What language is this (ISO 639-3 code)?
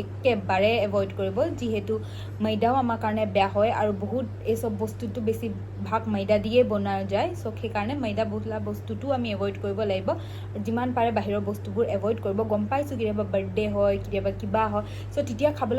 asm